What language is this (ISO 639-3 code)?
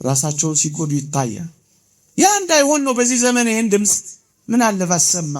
amh